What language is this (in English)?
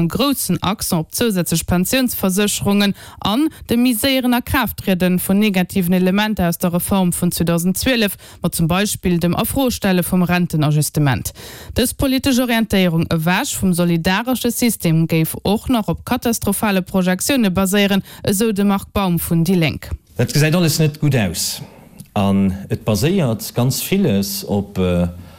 Luxembourgish